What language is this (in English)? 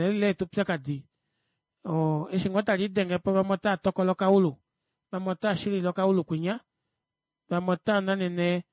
Kuanyama